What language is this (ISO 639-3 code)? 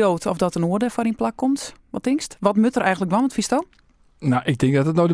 fry